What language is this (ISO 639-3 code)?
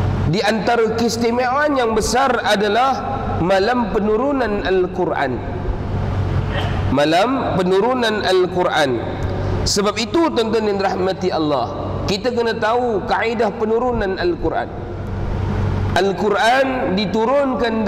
msa